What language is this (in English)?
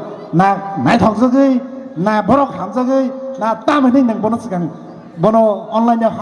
Kok Borok